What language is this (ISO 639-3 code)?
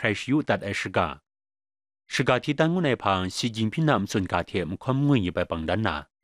kac